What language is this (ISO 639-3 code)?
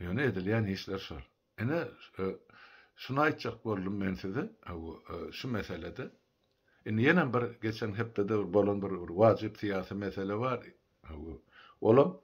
tuk